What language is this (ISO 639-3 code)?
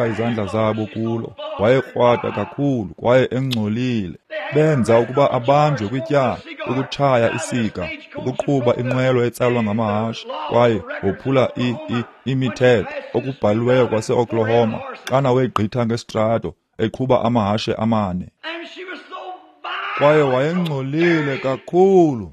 xho